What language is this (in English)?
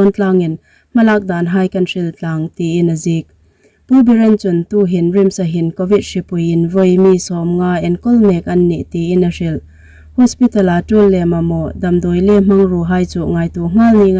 Hmar